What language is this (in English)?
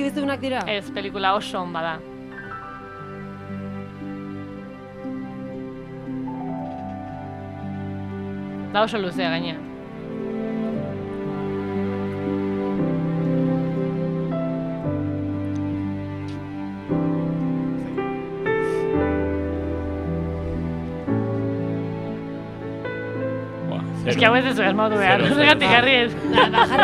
Basque